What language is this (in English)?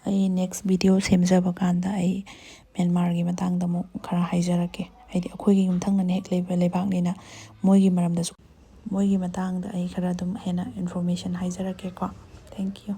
Manipuri